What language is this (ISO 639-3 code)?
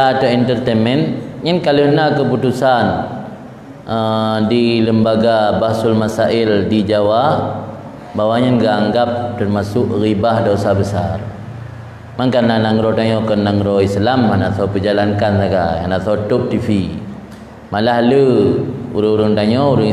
ace